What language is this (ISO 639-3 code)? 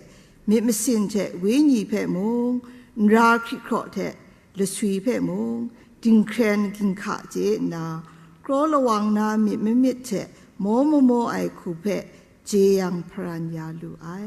kac